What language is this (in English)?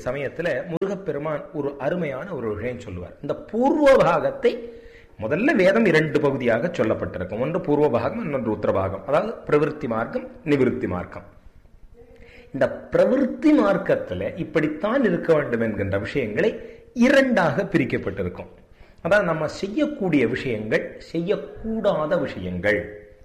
Tamil